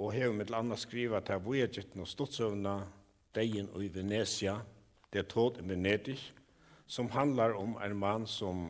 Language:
Faroese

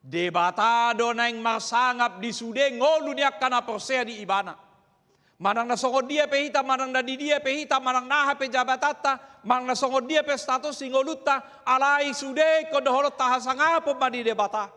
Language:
Batak Toba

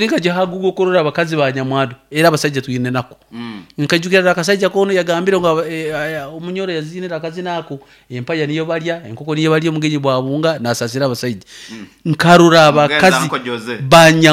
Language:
Nyoro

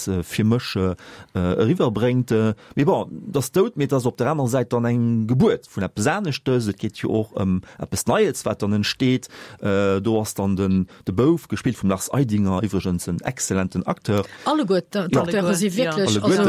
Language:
Luxembourgish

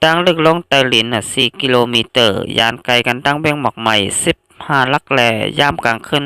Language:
Shan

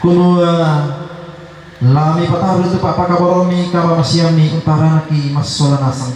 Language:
Toraja-Sa'dan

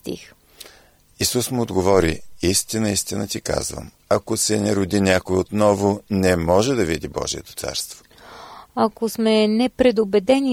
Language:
Bulgarian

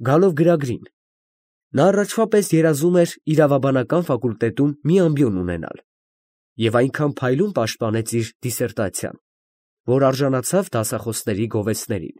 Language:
Armenian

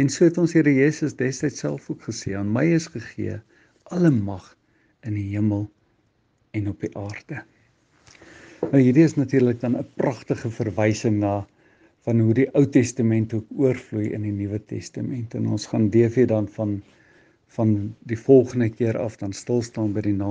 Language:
Afrikaans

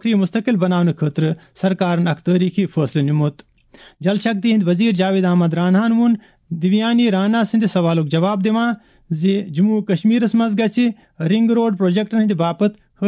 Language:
Kashmiri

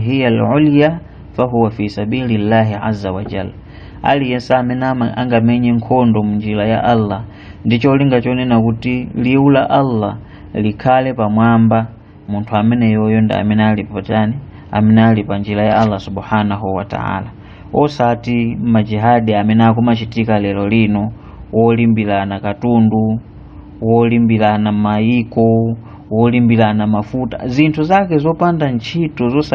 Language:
Nyanja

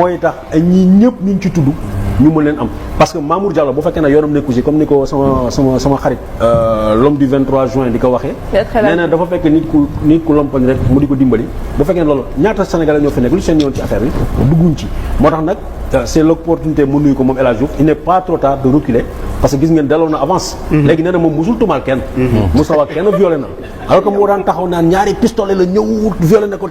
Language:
Wolof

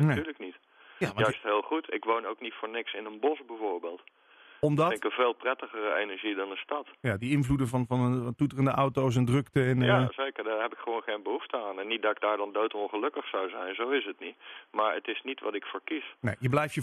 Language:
Dutch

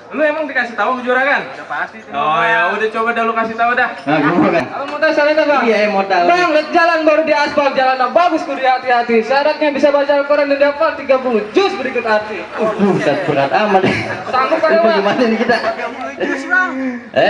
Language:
Betawi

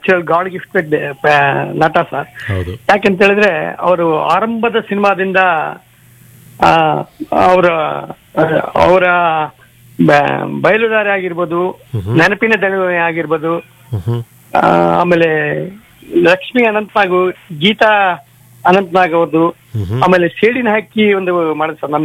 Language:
Kannada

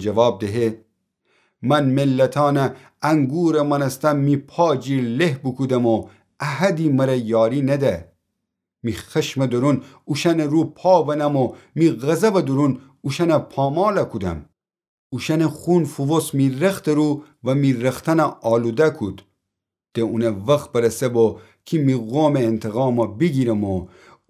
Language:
Gilaki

